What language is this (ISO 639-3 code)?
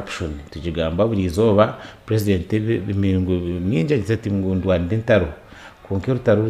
nyn